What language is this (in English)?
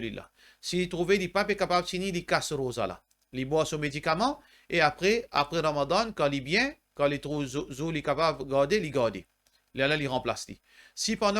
Morisyen